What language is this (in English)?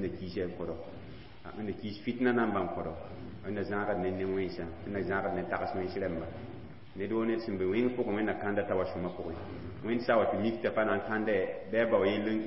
Mossi